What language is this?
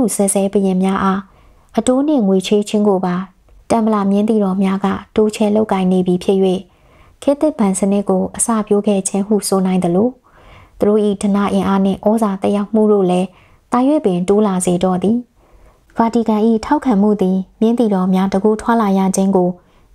Burmese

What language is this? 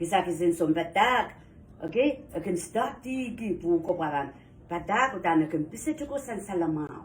Pohnpeian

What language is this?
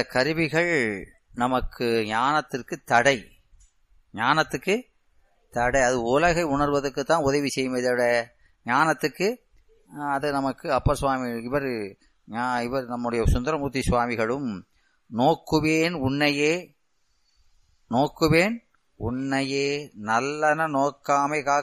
Tamil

